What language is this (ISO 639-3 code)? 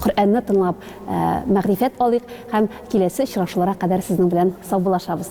tat